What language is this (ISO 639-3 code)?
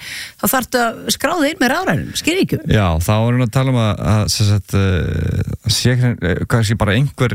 isl